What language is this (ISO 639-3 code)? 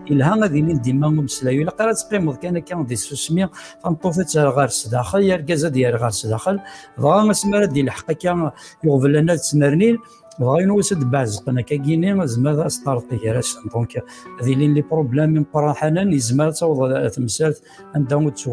kab